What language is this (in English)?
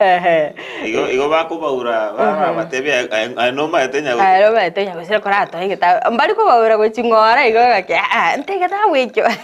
Gusii